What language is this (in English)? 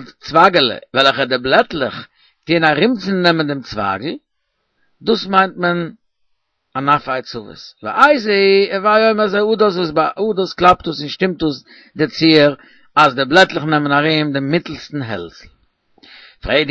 Yiddish